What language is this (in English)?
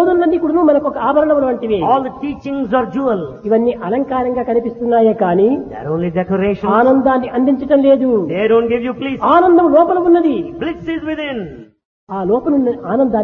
Telugu